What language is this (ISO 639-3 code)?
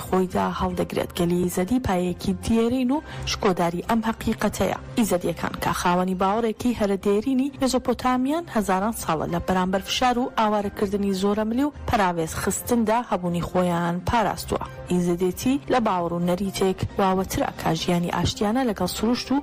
ckb